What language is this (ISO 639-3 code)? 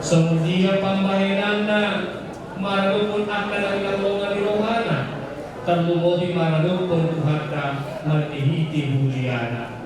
bbc